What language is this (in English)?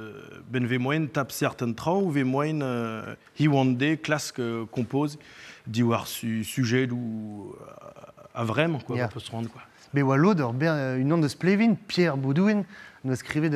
Breton